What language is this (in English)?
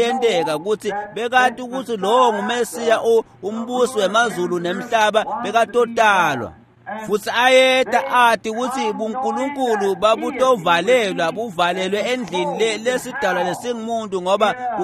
Swati